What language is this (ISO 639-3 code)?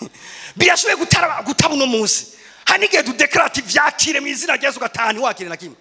run